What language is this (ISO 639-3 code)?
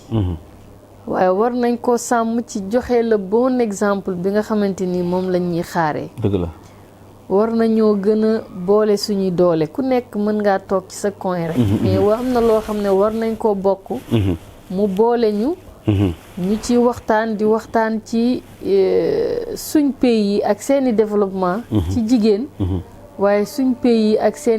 wol